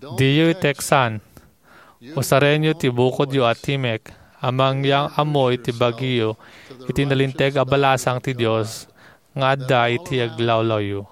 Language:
Iloko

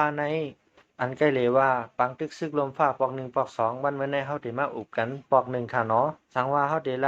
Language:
Shan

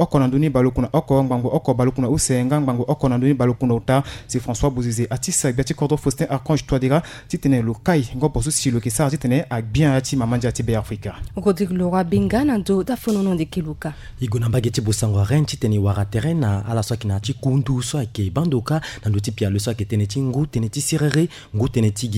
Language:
Sango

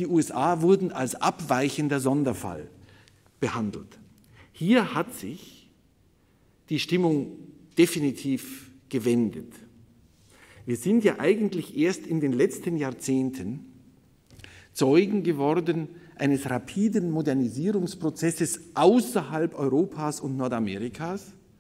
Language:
German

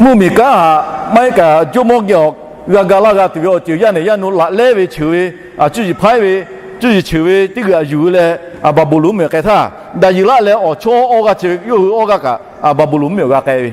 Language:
Lahu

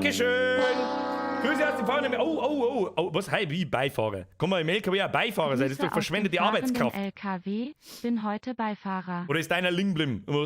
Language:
Bavarian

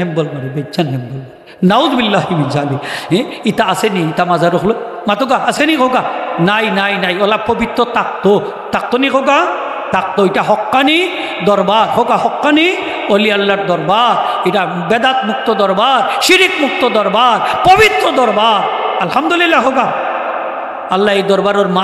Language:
Sylheti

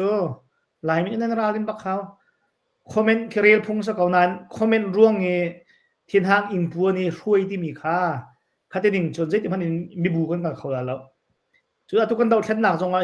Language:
Hakha Chin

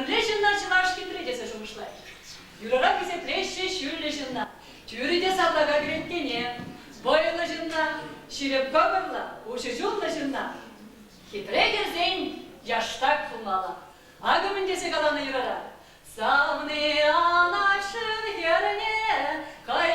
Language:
Chuvash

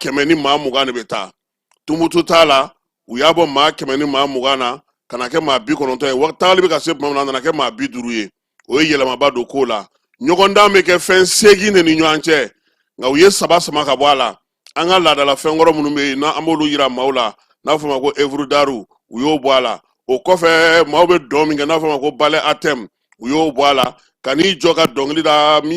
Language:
Bambara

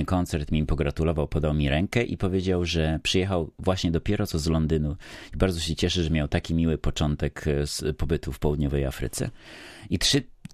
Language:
Polish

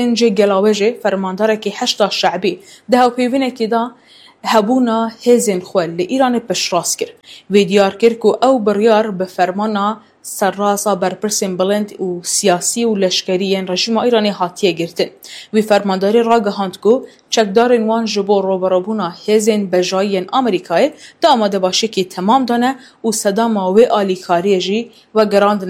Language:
Kurdish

